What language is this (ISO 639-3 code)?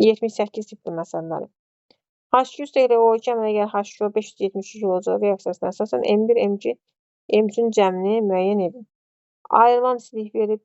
aze